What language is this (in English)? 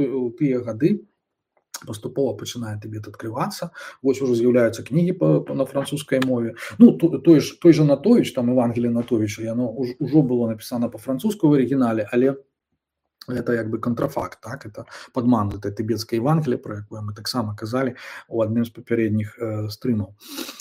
Belarusian